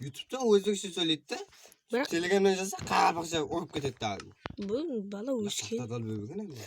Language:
Kara-Kalpak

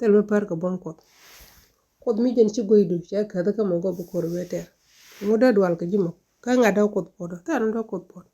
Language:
Nuer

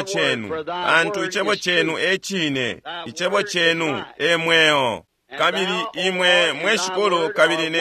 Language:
Bemba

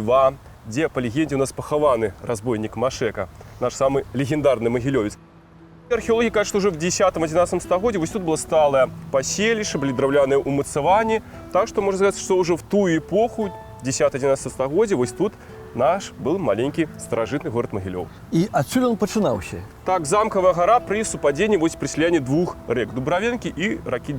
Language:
Belarusian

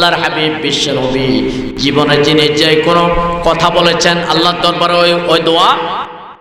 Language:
Bangla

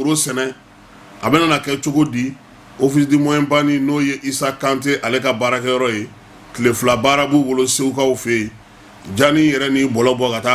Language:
Bambara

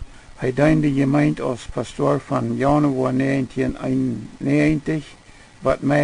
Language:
Plautdietsch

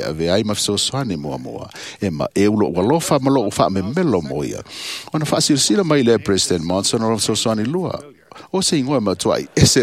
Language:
Samoan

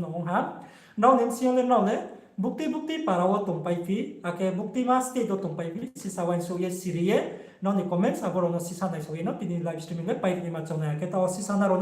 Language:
Riang (India)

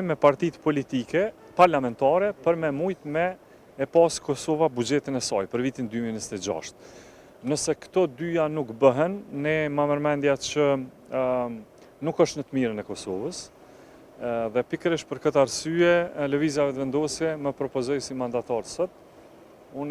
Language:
Albanian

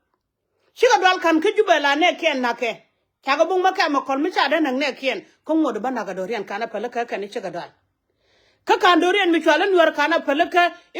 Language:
Nuer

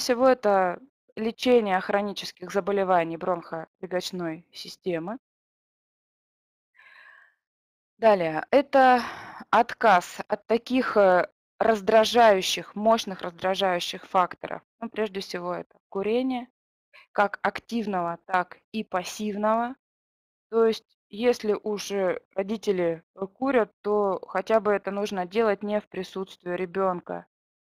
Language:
Russian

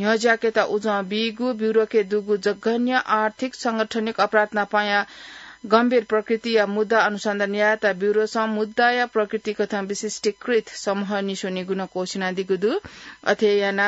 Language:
Newari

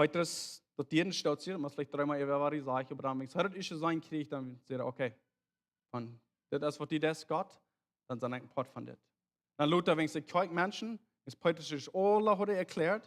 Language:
Plautdietsch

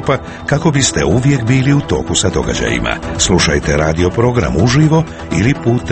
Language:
Croatian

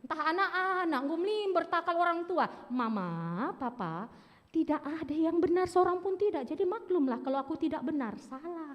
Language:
Batak Karo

